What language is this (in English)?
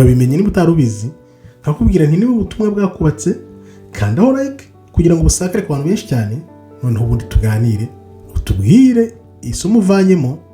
Kinyarwanda